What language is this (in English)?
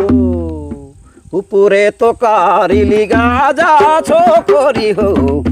Sadri